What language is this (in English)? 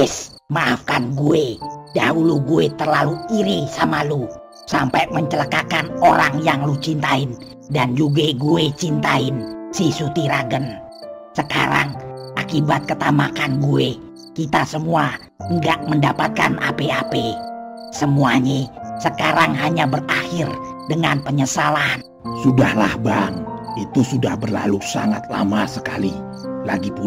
Betawi